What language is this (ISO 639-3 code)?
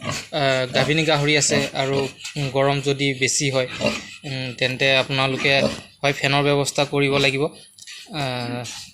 asm